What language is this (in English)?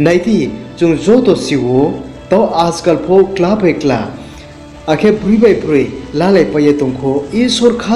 Riang (India)